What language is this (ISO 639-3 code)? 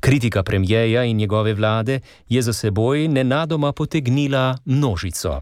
slv